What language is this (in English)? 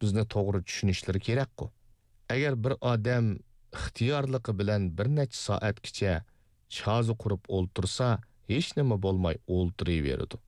Uyghur